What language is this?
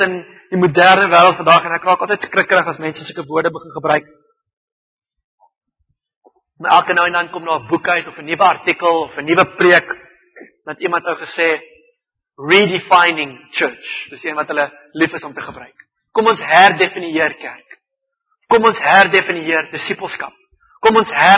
Afrikaans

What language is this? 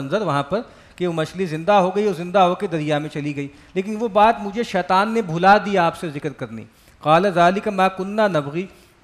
Urdu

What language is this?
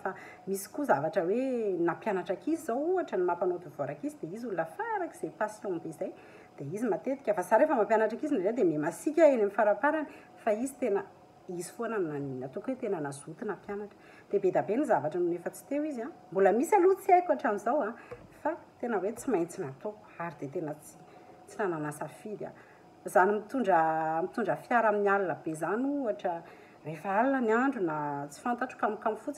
Malagasy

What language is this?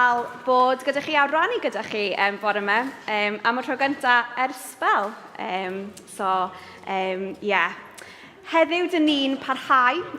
Welsh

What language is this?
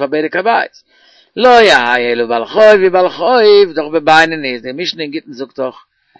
Yiddish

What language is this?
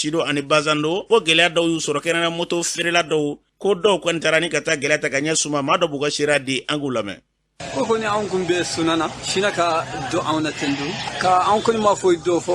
Bambara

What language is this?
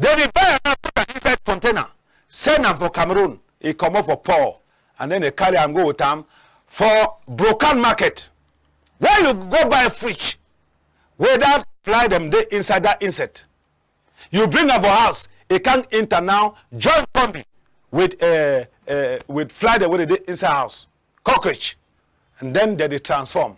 Cameroon Pidgin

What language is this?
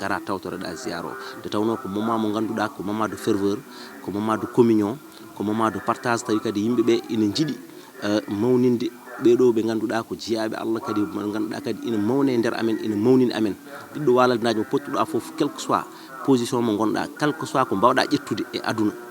Fula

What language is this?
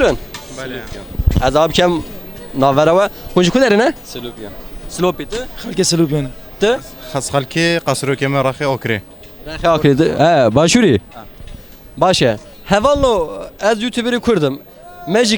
Kurdish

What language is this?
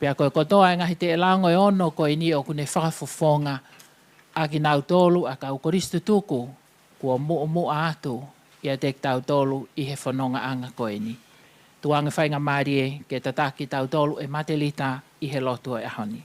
Tongan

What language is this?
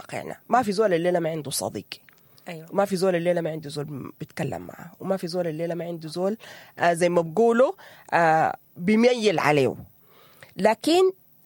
Sudanese Arabic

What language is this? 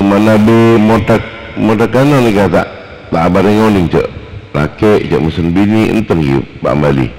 Madurese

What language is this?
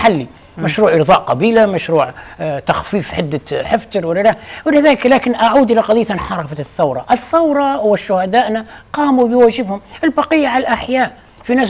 Arabic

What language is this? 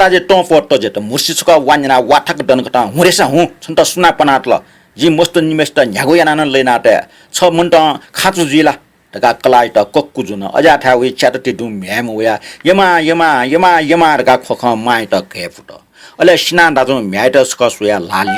Newari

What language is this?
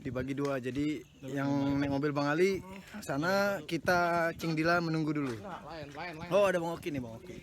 Betawi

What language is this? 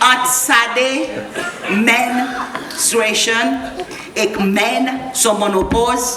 Seselwa Creole French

